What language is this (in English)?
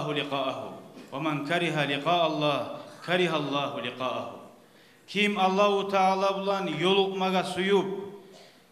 Kumyk